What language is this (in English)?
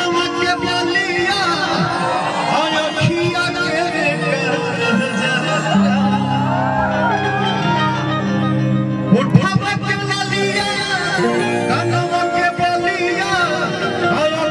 Bhojpuri